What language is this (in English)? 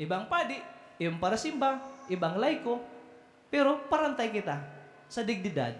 Bikol